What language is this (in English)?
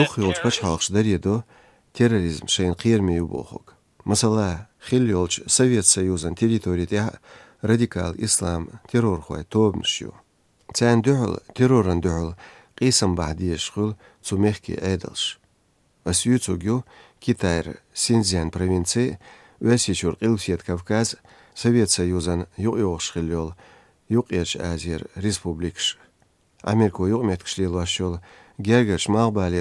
Chechen